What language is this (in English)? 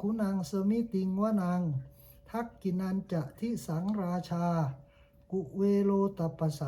Pali